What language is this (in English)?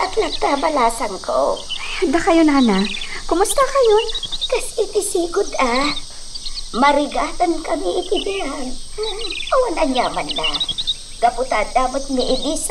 Iloko